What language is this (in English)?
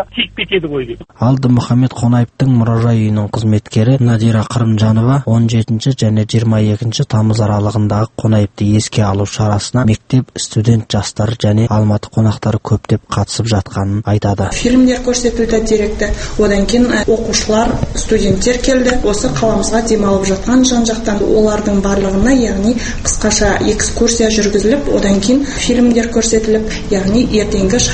Kazakh